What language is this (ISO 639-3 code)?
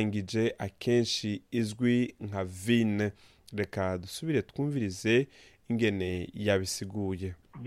run